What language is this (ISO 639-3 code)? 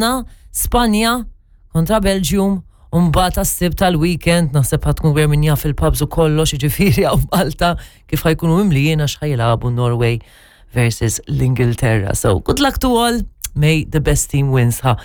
mlt